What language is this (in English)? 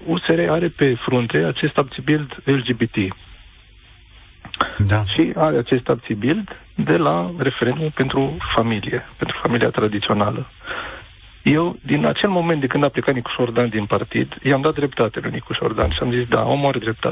Romanian